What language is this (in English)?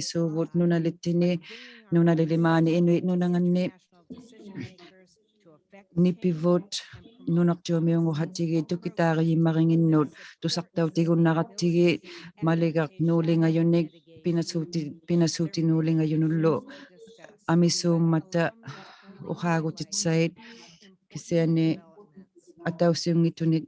Inuktitut